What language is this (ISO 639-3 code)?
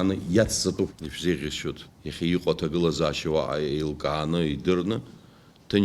abk